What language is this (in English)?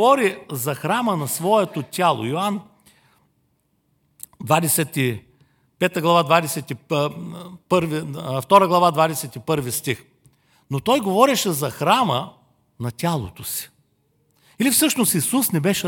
Bulgarian